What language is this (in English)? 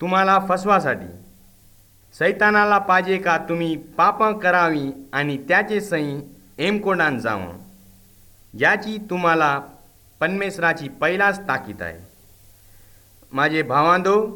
Marathi